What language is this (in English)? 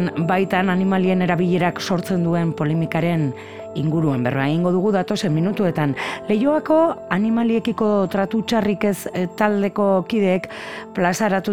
Basque